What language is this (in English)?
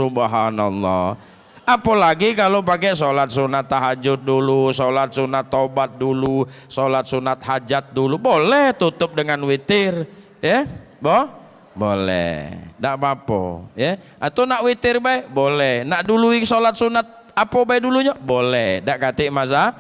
Musi